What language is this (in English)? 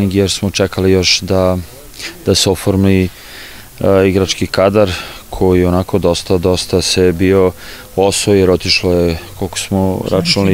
Serbian